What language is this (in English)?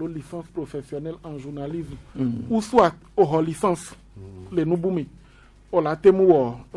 Gen